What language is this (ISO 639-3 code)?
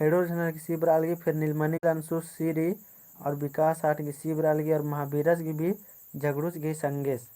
kru